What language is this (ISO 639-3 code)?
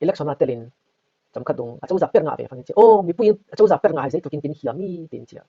cfm